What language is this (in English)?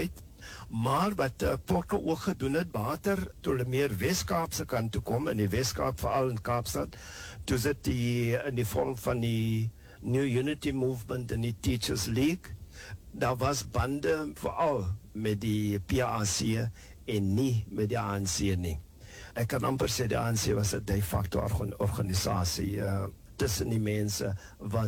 Afrikaans